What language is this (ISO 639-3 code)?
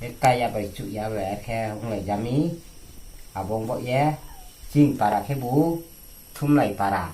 ria